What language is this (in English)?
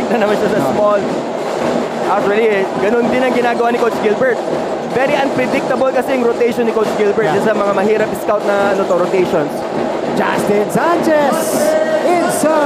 Filipino